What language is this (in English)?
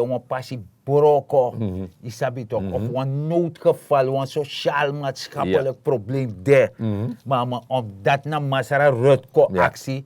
Sranan Tongo